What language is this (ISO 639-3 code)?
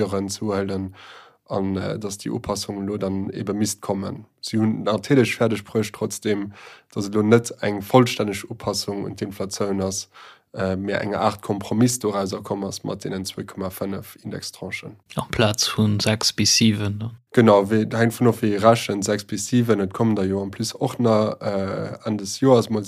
ltz